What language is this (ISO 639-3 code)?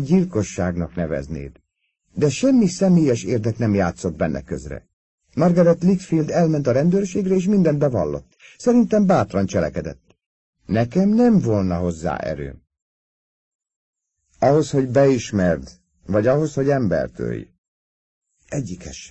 hun